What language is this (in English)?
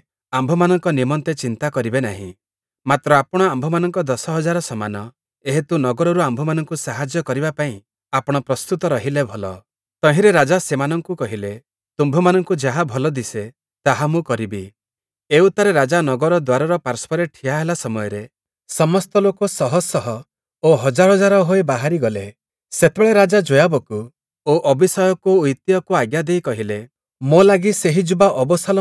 Odia